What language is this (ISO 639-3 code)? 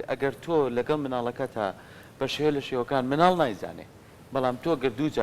ckb